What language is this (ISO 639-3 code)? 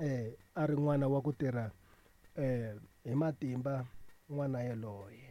tso